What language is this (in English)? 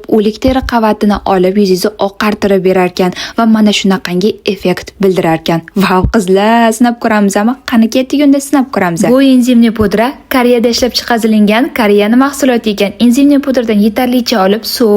Uzbek